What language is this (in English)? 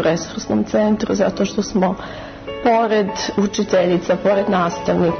Serbian